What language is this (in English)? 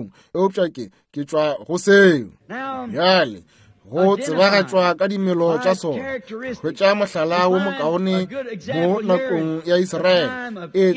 Northern Sotho